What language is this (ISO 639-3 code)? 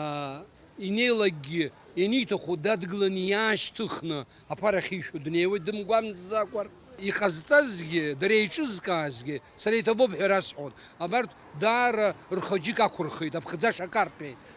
abk